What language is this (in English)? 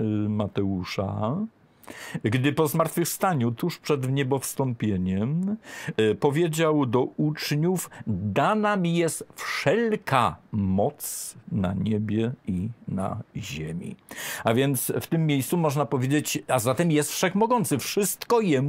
Polish